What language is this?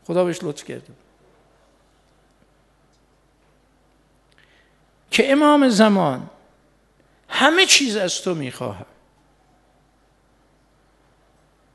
Persian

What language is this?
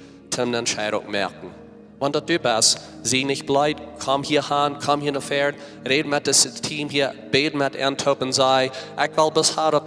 Plautdietsch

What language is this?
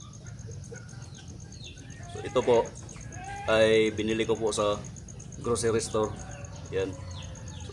Filipino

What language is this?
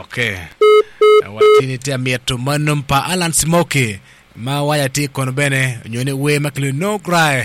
Acoli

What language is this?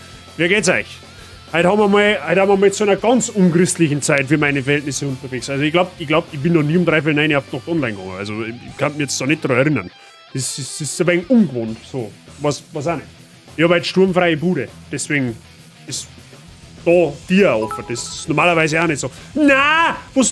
Bavarian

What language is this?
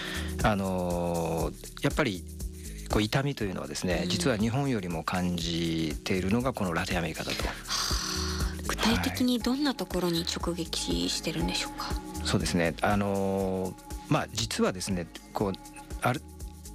Japanese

